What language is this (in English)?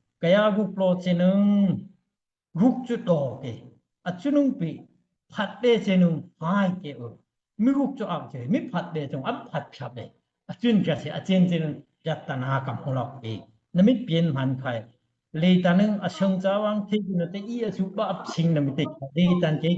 Daai Chin